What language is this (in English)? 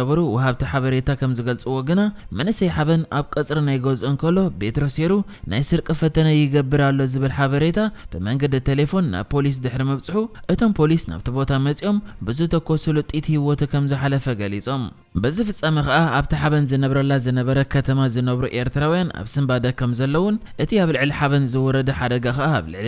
Tigrinya